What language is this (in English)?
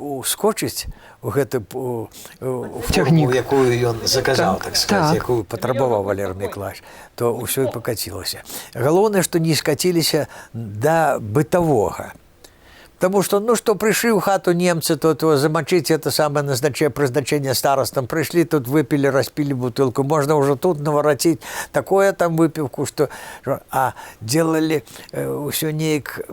Belarusian